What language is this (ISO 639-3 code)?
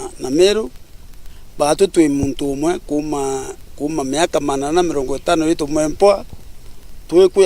mer